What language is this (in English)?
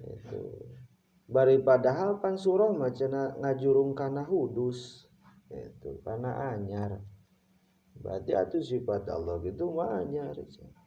Sundanese